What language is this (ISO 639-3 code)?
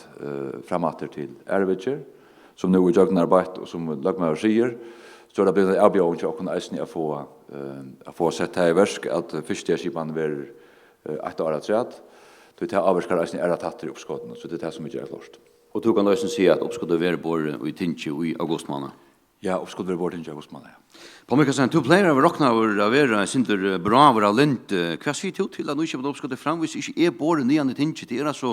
fao